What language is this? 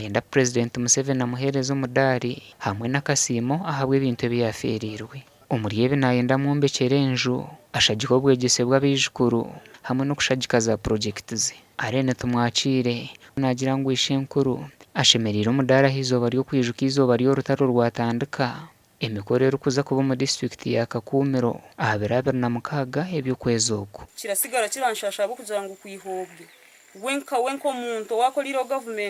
Nyankole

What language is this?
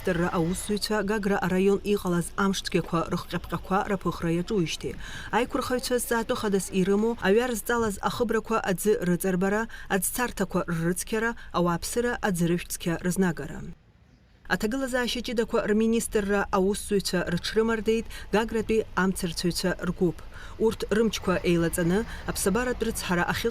Abkhazian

